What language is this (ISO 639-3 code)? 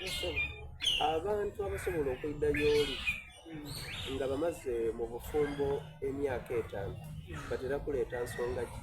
xog